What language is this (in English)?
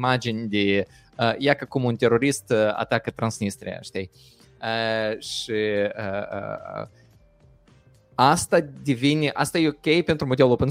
Romanian